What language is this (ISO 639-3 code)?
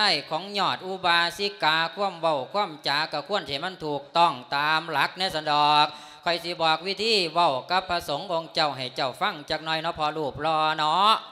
lao